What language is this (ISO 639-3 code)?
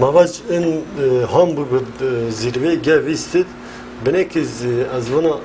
zza